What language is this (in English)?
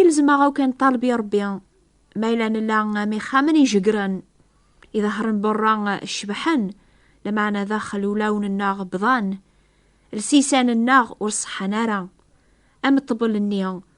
Kabyle